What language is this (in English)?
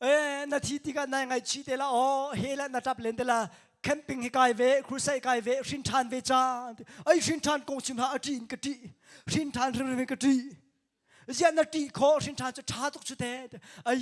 Hakha Chin